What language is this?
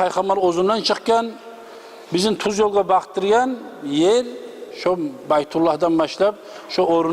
Kumyk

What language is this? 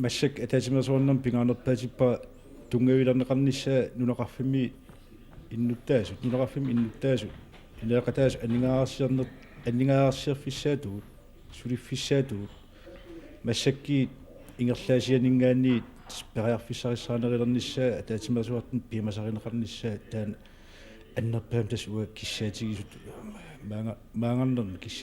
Kalaallisut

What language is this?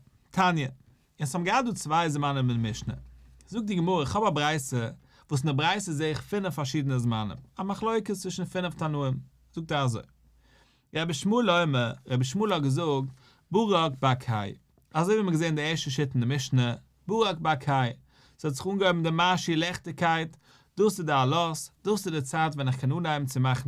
Yiddish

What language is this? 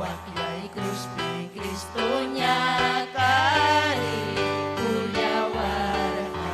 Ayacucho Quechua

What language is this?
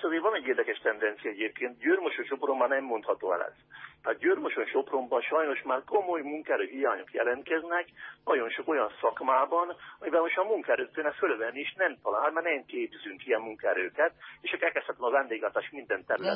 Hungarian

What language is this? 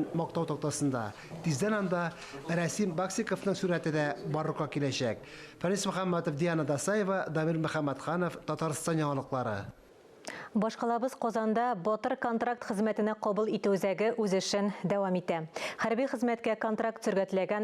Tatar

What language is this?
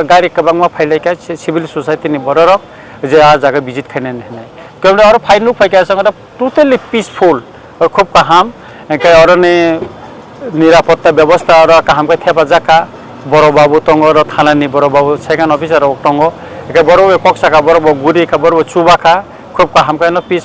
Kok Borok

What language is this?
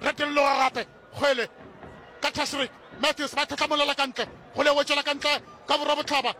Northern Sotho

